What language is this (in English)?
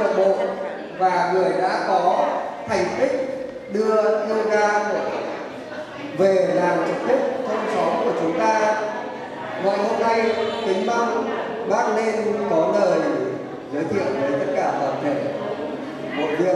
Vietnamese